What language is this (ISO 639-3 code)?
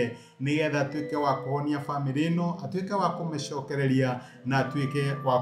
kik